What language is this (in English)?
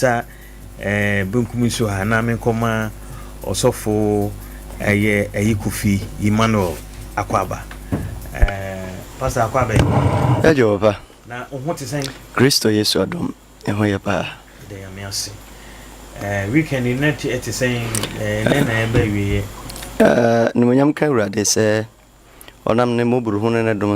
Akan